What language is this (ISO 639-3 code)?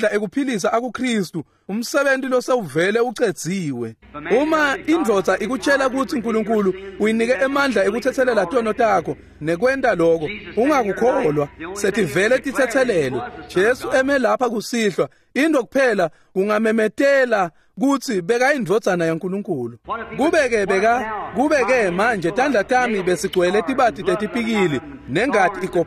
ssw